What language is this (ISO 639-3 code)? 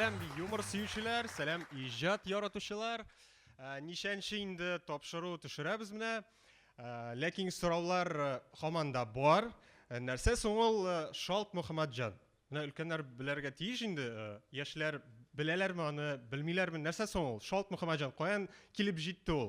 tat